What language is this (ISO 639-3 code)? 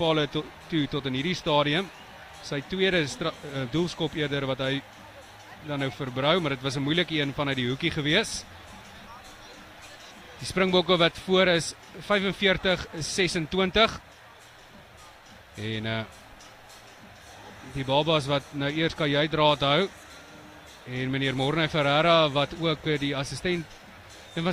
afr